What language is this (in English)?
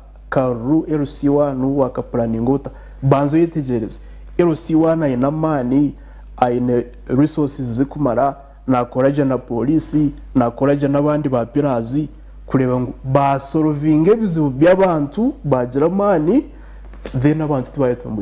Nyankole